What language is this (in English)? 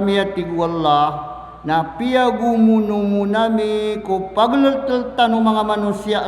Maranao